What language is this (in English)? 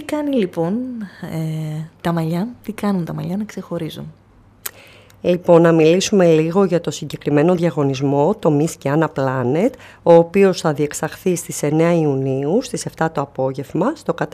Greek